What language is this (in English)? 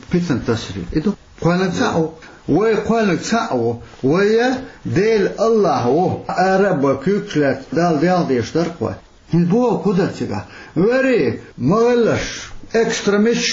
Chechen